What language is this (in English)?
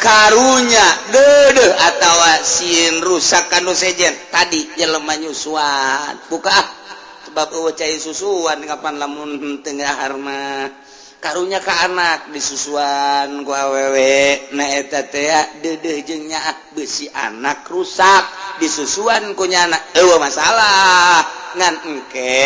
Sundanese